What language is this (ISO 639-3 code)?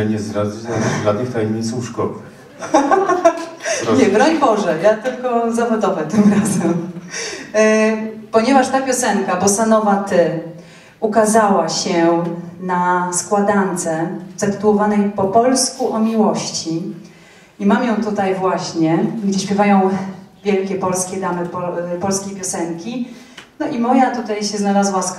pol